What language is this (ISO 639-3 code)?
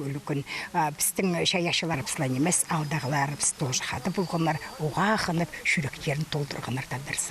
kjh